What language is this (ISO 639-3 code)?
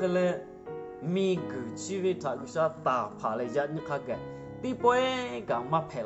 lhu